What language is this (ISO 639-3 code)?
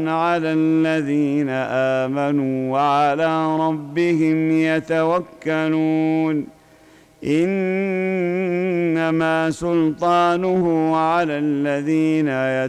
ara